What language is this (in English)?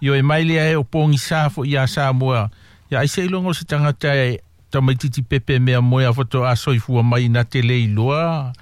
Samoan